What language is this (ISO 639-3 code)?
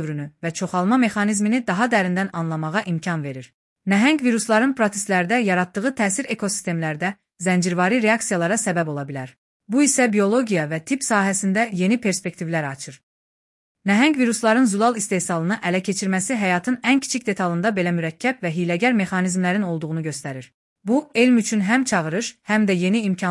aze